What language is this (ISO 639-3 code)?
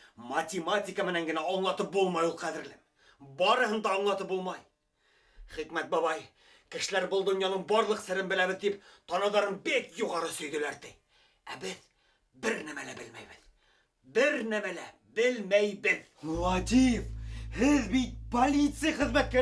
bak